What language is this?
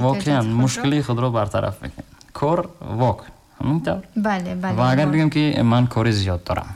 Tajik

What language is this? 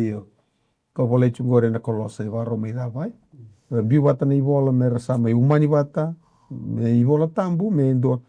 Fijian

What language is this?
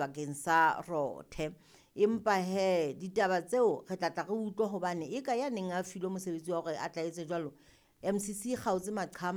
Southern Sotho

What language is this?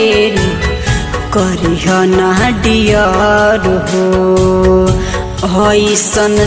Bhojpuri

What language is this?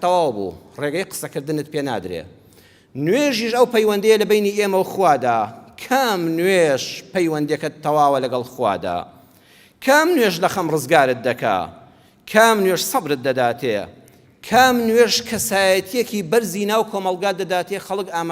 Central Kurdish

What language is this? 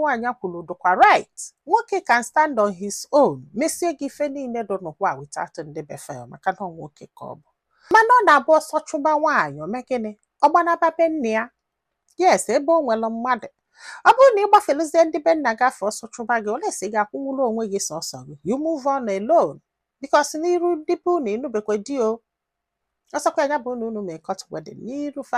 Igbo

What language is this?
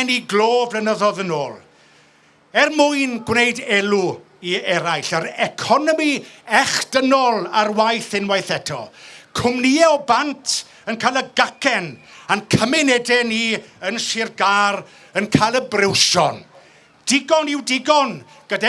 Welsh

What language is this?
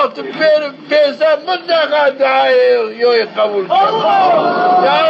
Zaza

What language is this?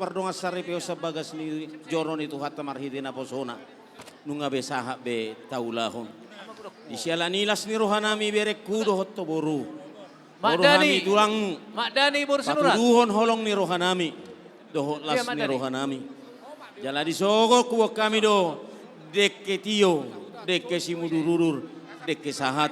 Batak Toba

